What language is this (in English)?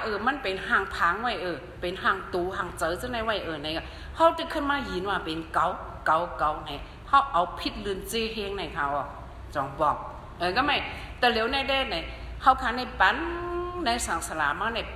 Shan